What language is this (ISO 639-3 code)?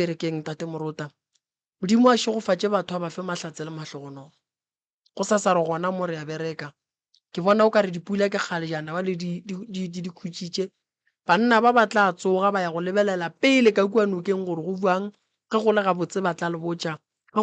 nso